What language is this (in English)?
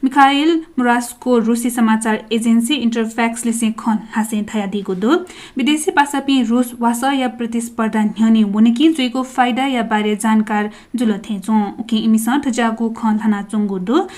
Newari